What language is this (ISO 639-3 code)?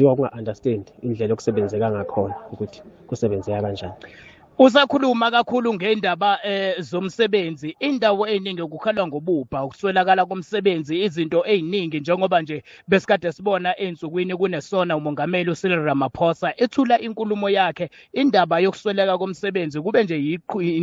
zul